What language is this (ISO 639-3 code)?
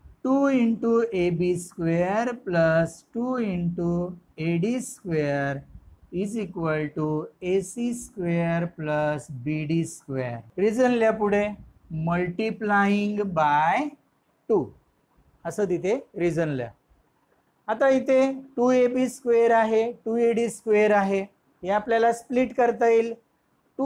mar